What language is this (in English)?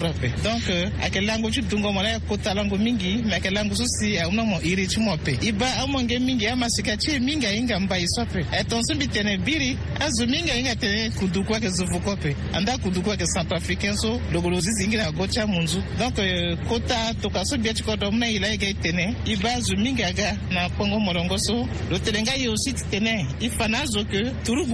Sango